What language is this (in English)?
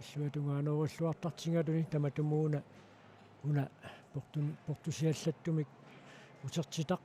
Kalaallisut